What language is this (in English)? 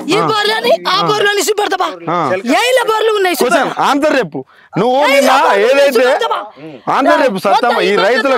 Telugu